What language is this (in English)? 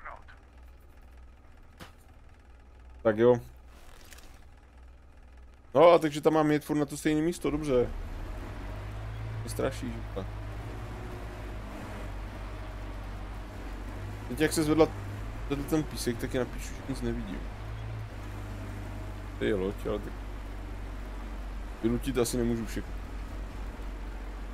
Czech